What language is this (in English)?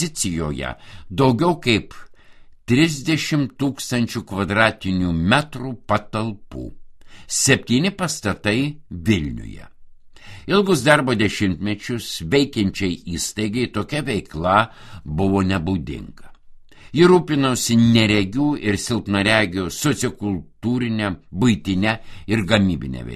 Lithuanian